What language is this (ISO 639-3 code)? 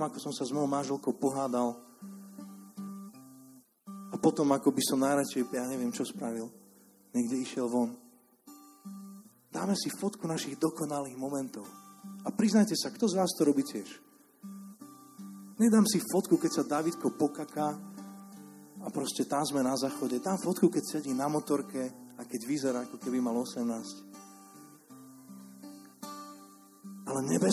slk